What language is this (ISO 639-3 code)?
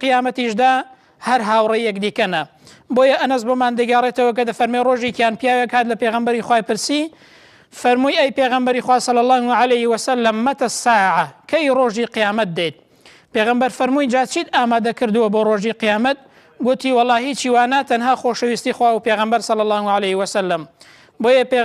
ckb